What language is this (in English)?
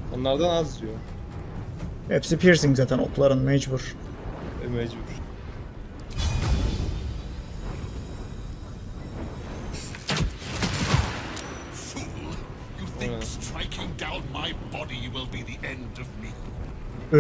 Turkish